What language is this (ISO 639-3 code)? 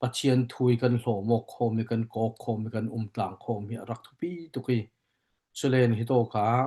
cfm